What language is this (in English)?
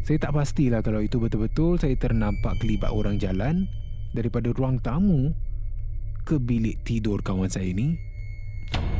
Malay